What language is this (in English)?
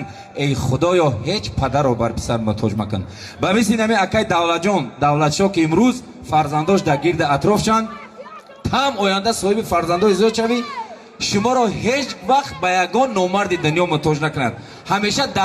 Tajik